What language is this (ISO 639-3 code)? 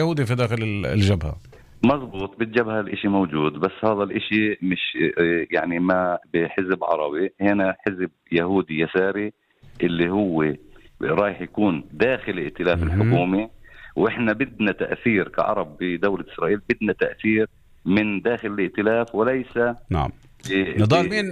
apc